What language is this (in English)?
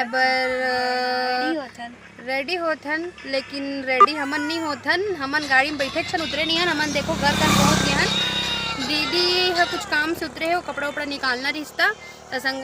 Chhattisgarhi